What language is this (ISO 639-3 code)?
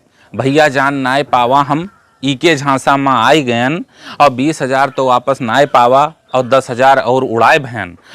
awa